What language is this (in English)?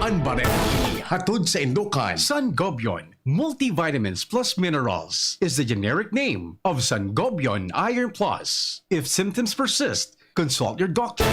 Bikol